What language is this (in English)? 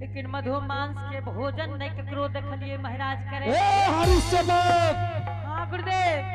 Angika